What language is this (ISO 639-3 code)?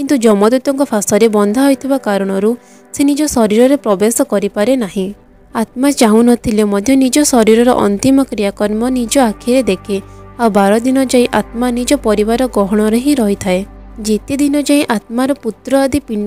ori